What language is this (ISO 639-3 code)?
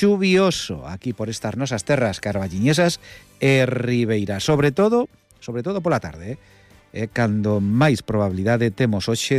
glg